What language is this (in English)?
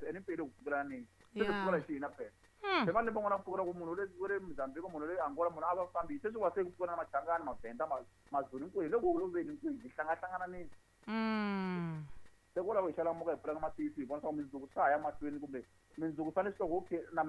Tsonga